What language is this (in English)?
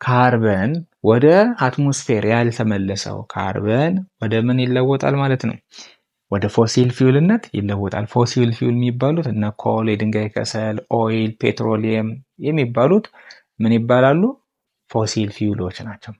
Amharic